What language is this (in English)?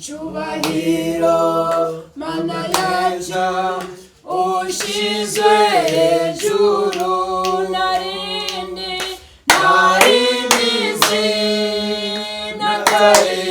Rundi